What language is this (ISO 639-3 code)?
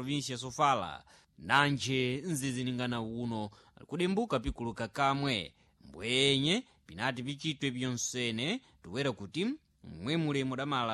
seh